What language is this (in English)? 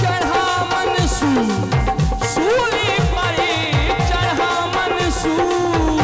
Saraiki